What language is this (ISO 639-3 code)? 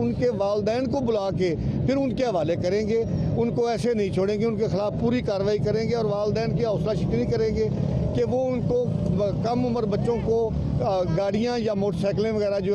urd